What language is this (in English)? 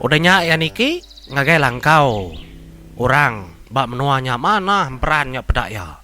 Iban